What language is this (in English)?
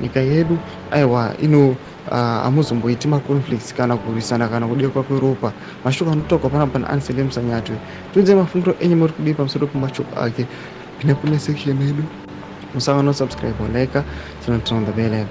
Shona